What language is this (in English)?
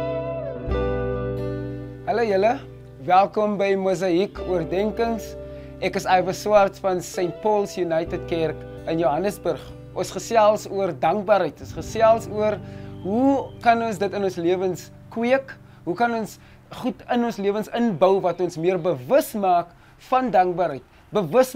Afrikaans